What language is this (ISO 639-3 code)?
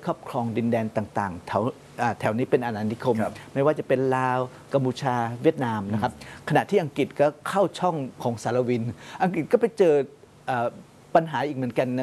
tha